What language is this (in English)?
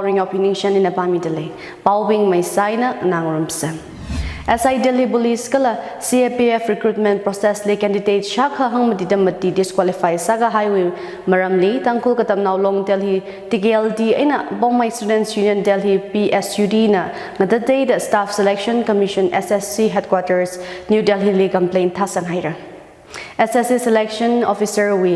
Tangkhul Naga (India)